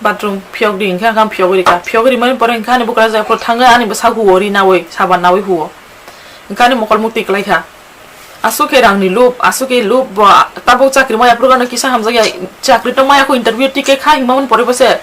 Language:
Kok Borok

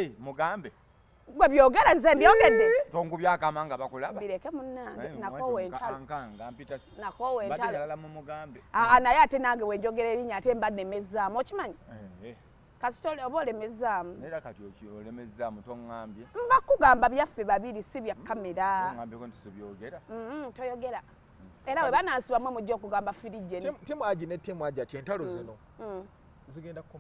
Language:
Ganda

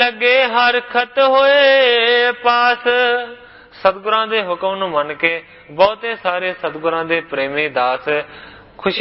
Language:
Punjabi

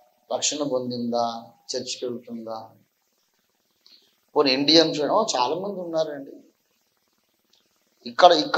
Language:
Telugu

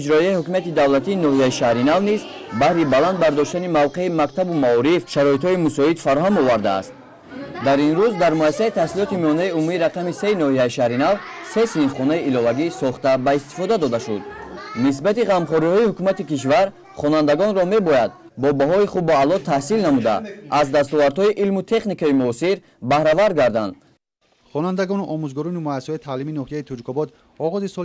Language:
Tajik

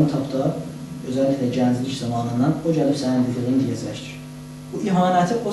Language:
South Azerbaijani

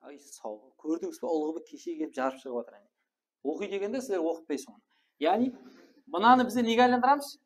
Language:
Kara-Kalpak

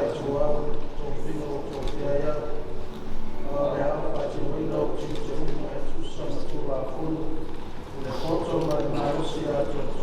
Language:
Samoan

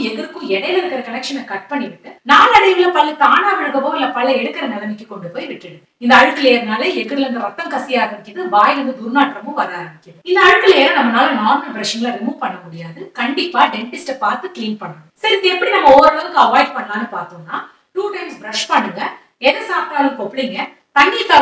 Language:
Tamil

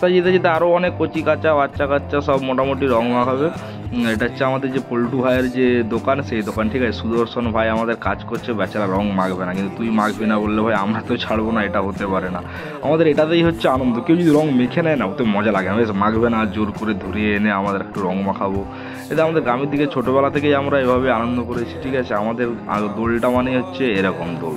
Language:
Bangla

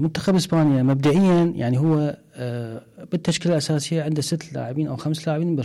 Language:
Mesopotamian Arabic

